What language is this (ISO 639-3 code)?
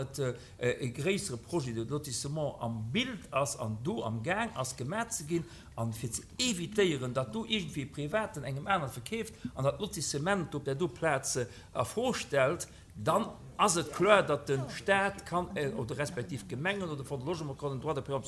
ltz